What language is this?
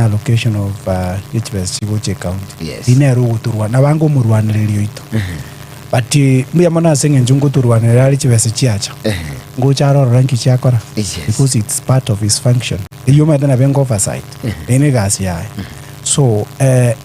Gusii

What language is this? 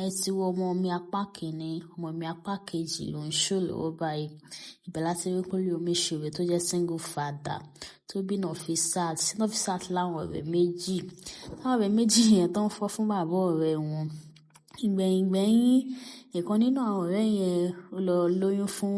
Yoruba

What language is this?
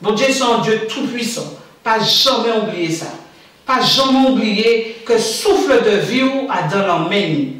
Guadeloupean Creole French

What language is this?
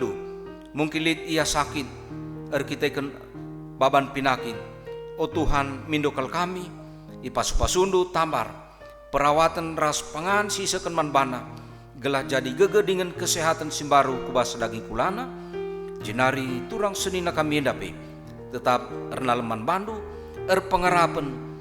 Batak Karo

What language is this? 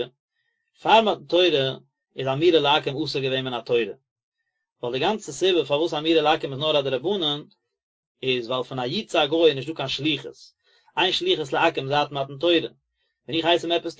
Yiddish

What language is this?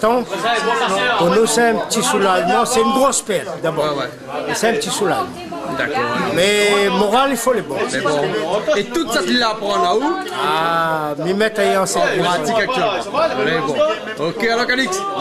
Réunion Creole French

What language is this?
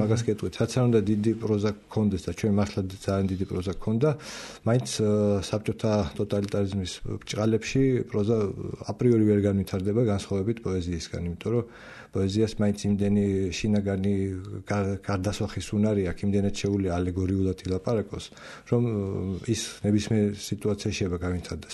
Georgian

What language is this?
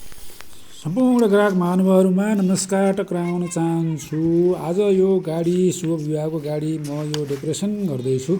Nepali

